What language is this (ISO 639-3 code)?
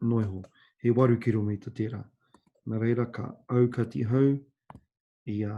mri